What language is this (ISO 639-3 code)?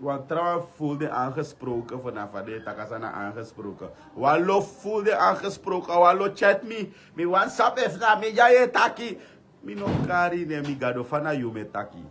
srn